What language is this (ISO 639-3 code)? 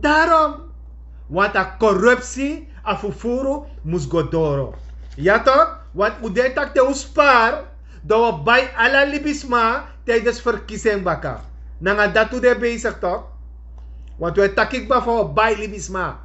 srn